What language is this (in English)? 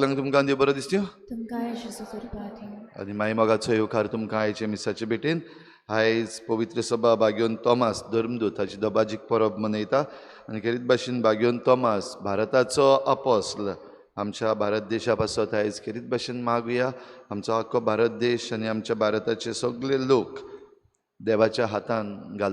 Konkani